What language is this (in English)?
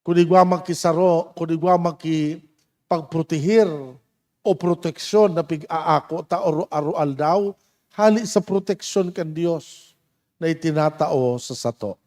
Bikol